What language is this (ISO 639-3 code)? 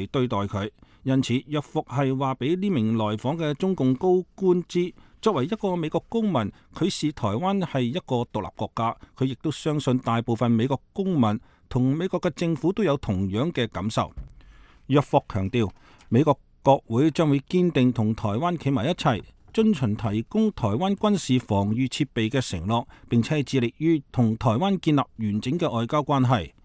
yue